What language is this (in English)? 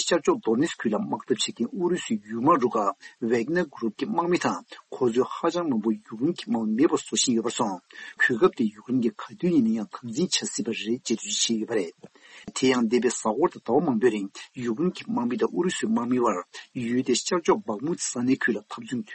Tibetan